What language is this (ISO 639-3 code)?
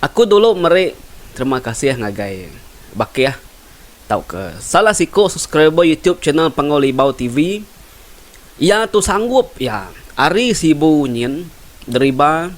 iba